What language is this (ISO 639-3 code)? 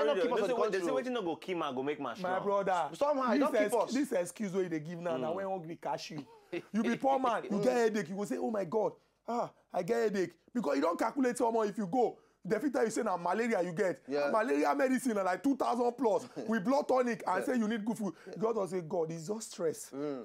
pcm